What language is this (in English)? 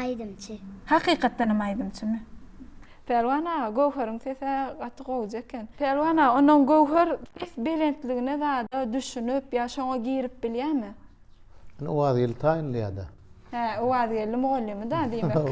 Turkmen